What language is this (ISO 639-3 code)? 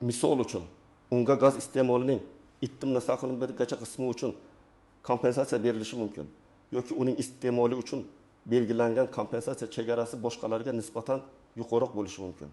uzb